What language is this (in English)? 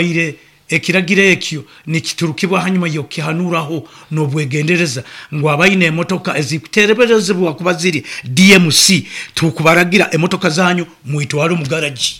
Nyoro